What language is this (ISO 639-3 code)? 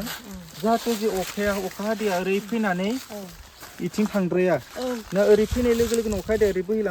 brx